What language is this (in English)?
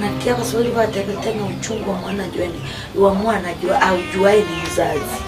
Gusii